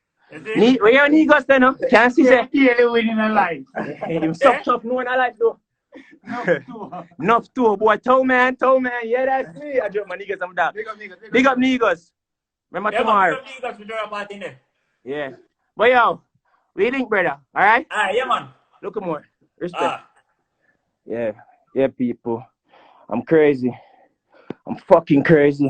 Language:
Jamaican Creole English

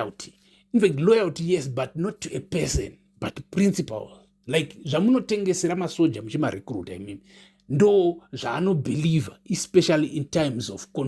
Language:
Shona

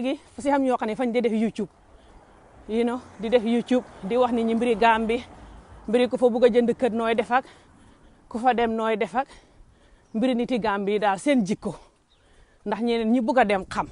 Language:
Wolof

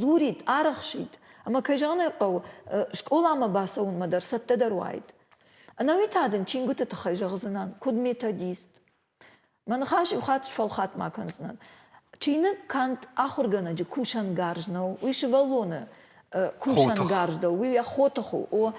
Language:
Ossetic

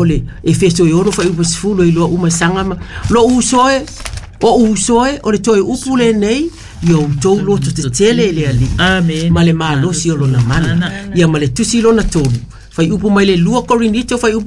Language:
Samoan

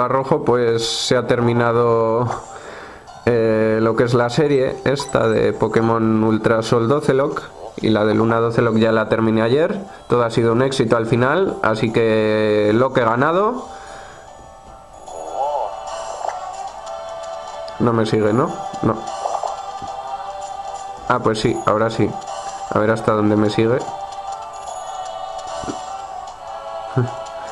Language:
Spanish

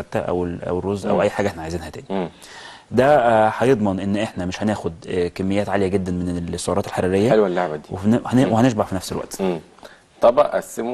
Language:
Egyptian Arabic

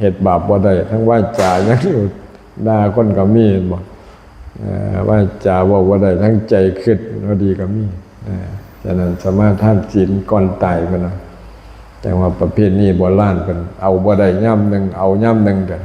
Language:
Lao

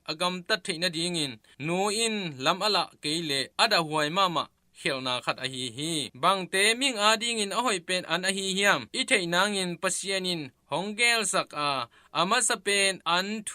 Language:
Tedim Chin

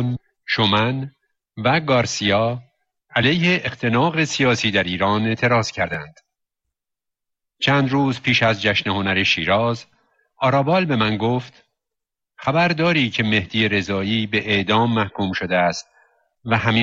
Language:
Persian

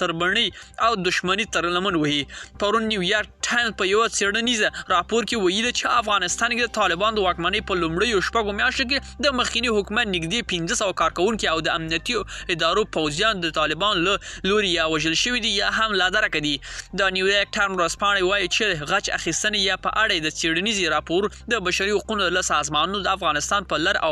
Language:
Pashto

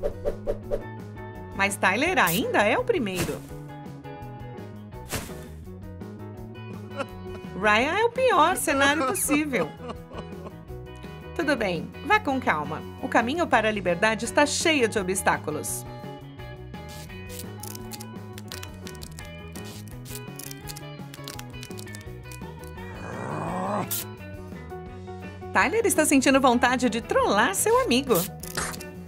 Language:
Portuguese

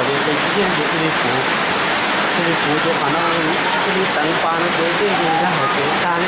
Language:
Hmong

